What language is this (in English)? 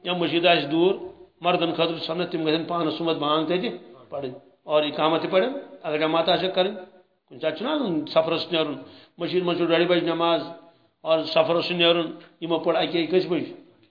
Kashmiri